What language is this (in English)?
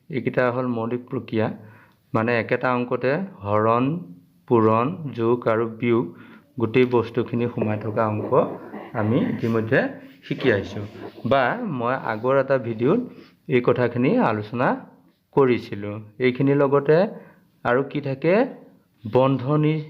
Assamese